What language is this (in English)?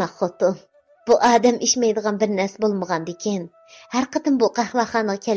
Uyghur